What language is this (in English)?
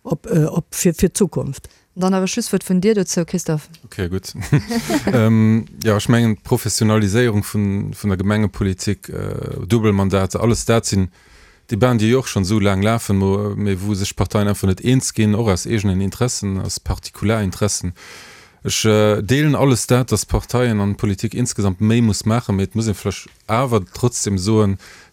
Luxembourgish